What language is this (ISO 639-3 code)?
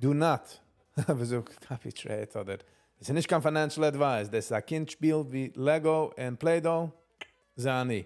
yid